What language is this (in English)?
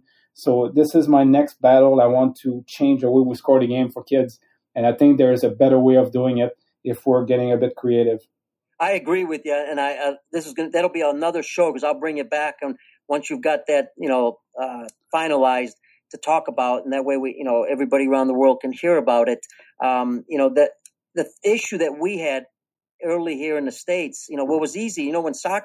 English